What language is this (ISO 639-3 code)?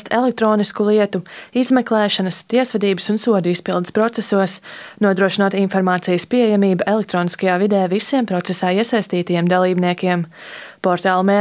lav